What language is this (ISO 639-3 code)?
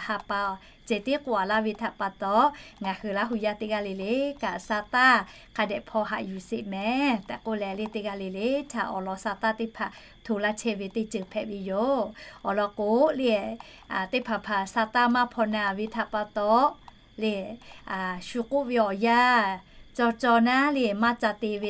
lhu